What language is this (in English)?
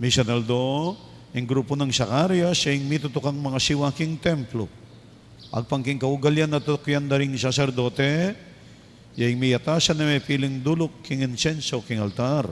Pampanga